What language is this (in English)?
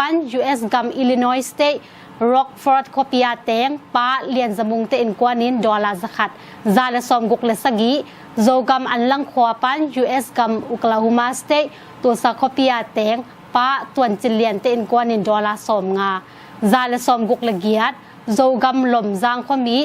Tedim Chin